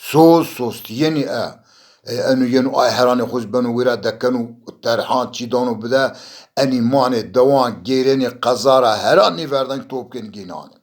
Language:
Zaza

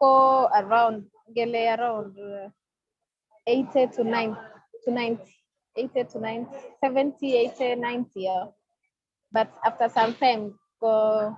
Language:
Kalenjin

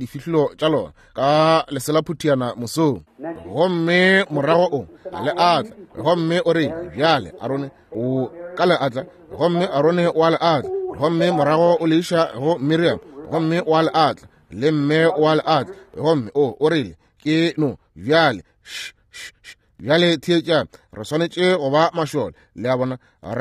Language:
Northern Sotho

